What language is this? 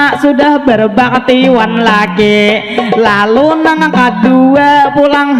Banjar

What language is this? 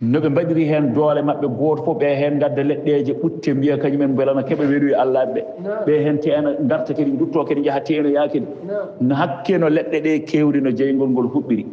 Fula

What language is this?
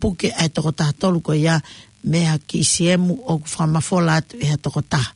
Tongan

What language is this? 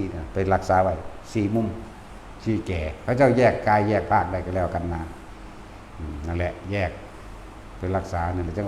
Northeastern Thai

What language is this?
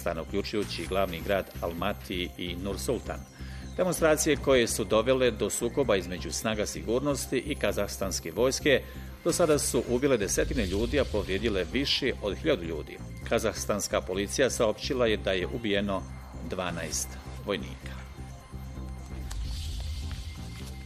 Bosnian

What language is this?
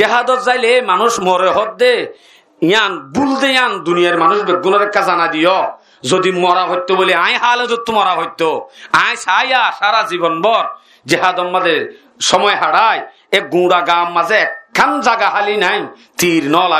Rohingya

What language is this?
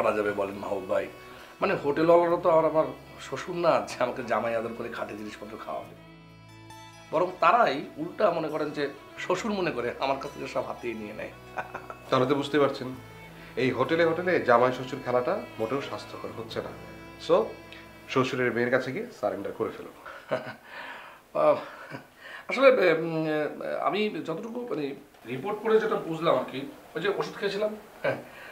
Bangla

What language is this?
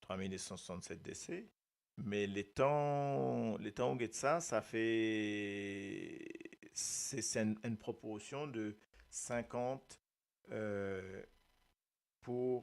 Morisyen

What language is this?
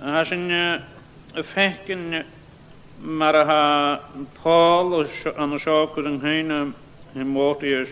Scottish Gaelic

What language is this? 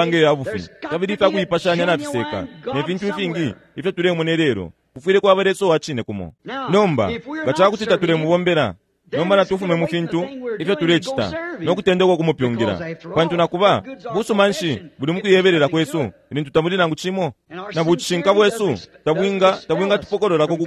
Bemba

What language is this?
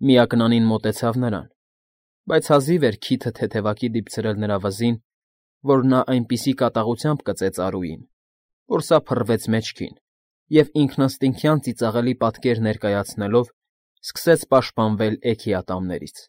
Armenian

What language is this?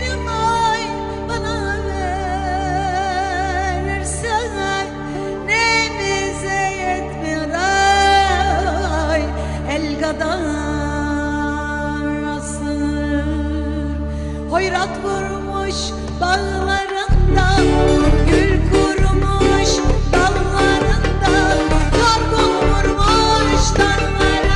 Turkish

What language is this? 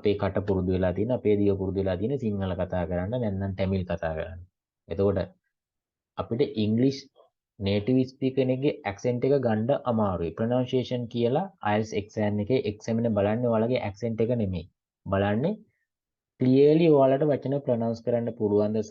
Sinhala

